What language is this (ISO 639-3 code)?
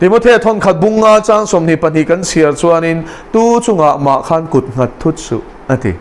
lus